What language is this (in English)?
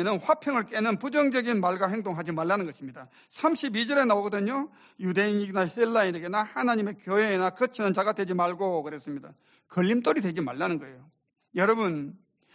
Korean